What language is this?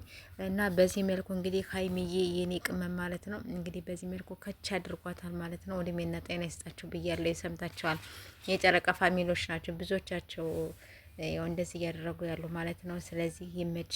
Amharic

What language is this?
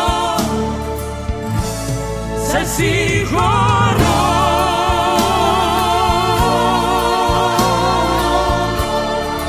Greek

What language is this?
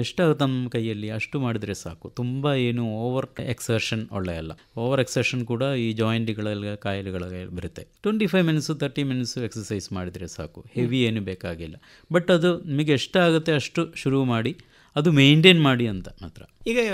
Kannada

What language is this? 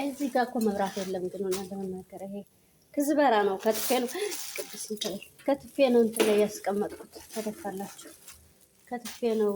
Amharic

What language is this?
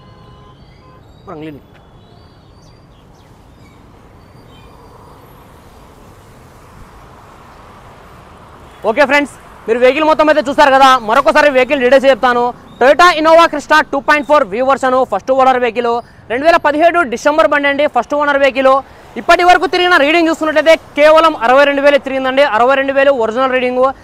Telugu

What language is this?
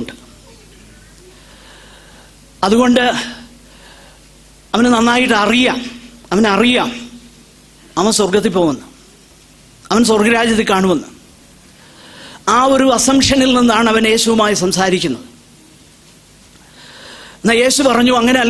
Malayalam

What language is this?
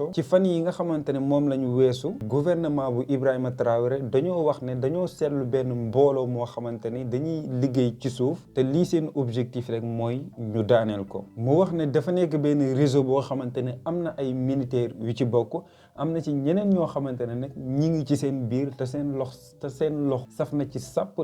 Wolof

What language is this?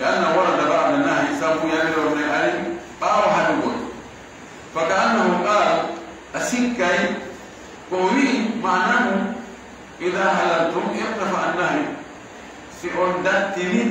Pular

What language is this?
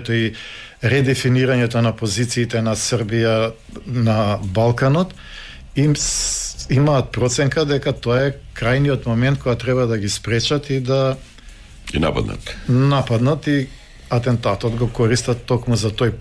Macedonian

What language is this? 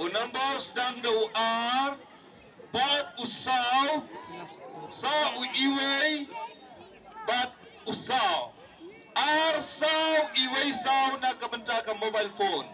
Khasi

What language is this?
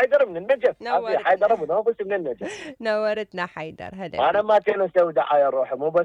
Mesopotamian Arabic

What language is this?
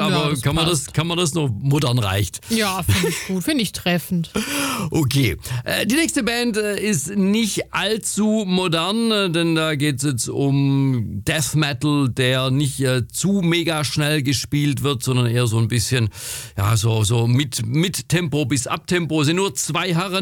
German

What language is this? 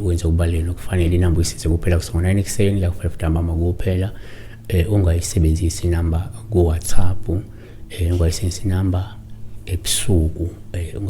Zulu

